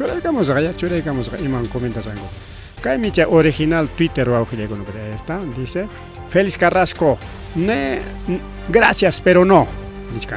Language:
Ayacucho Quechua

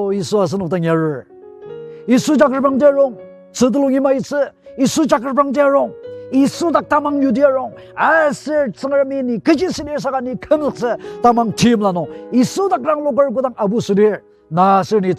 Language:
Ao Naga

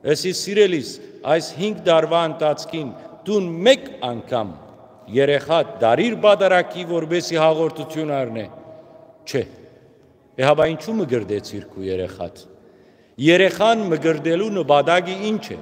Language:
Western Armenian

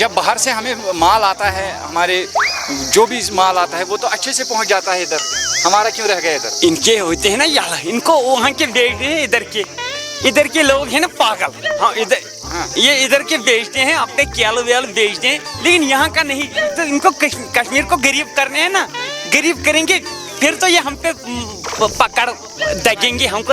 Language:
Kashmiri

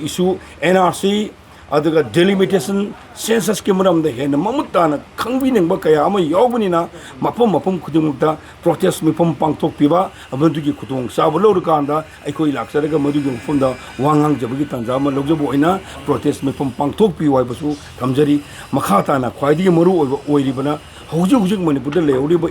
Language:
Manipuri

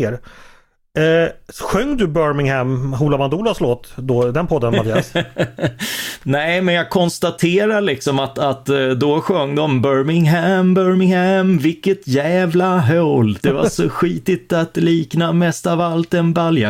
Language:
Swedish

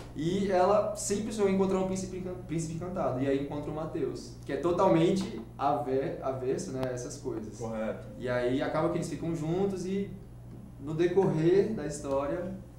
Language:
Portuguese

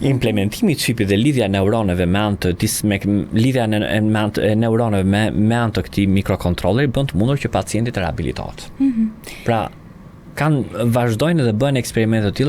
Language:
Albanian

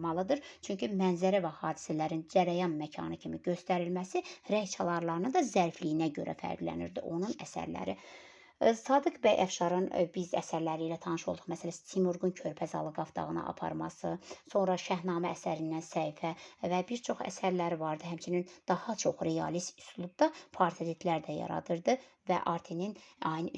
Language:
Azerbaijani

